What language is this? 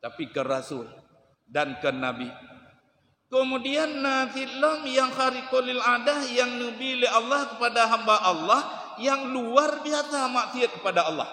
Achinese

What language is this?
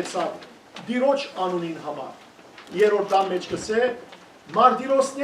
Western Armenian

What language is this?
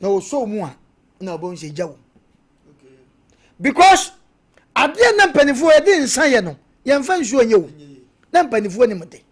Akan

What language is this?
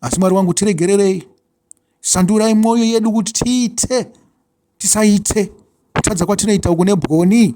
Shona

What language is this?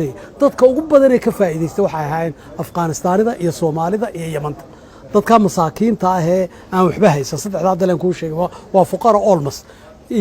Somali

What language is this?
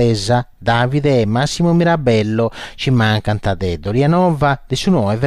Sardinian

